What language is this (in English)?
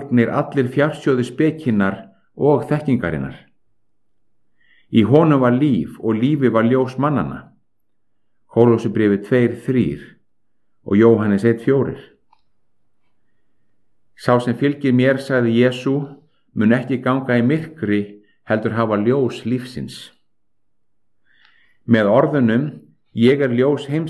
Icelandic